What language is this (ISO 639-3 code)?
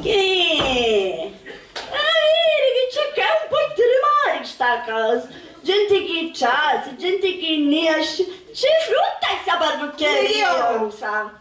scn